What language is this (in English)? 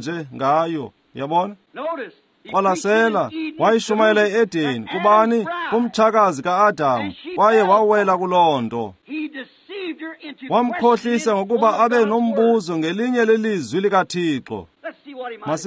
Xhosa